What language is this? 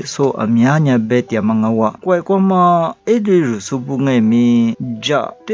Lisu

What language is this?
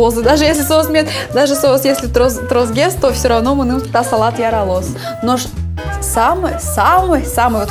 Udmurt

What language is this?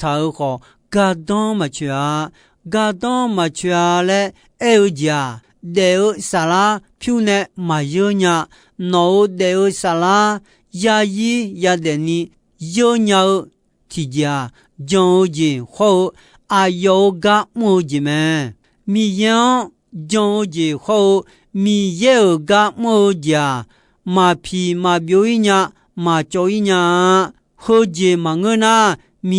Akha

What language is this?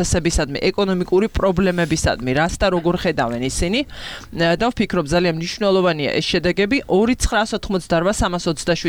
Georgian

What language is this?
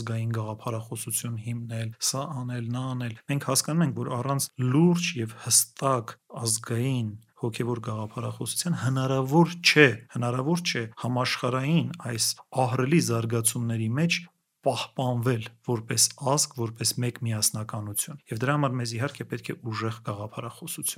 Armenian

